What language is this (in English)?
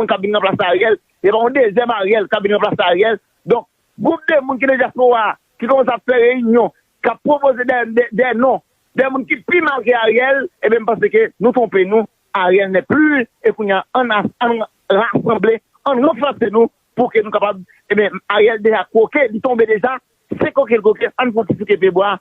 Haitian Creole